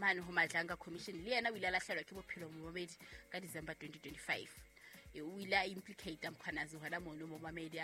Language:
Southern Sotho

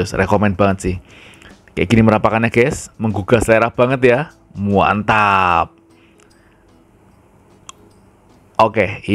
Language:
Indonesian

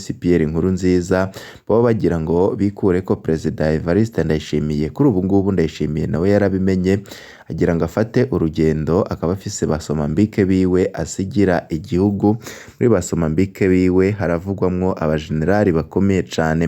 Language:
Rundi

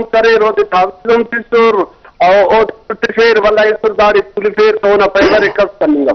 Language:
Brahui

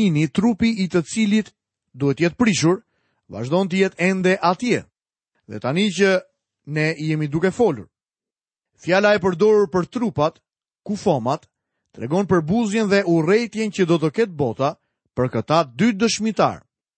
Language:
Albanian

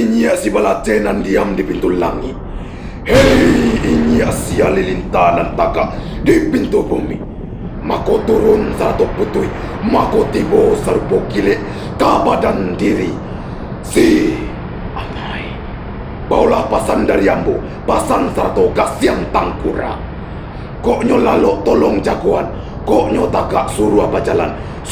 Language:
Minangkabau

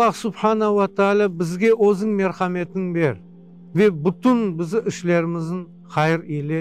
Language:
Crimean Tatar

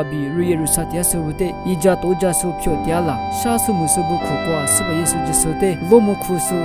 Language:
Lisu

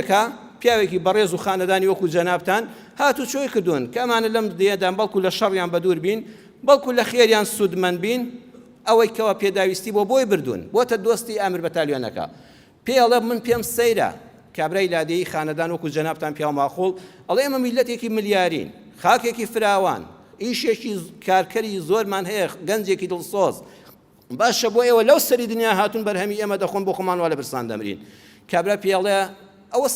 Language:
Central Kurdish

